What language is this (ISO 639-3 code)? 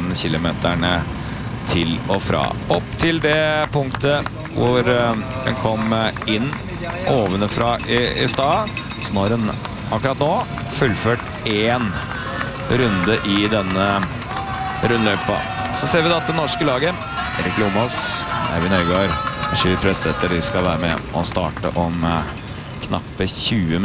nor